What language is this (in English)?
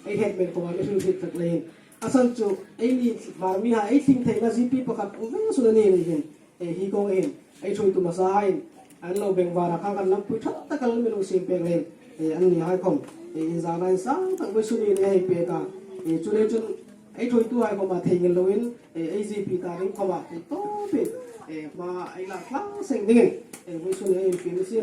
Hmar